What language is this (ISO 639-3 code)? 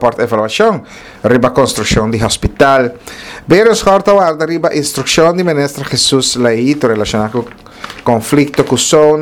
pap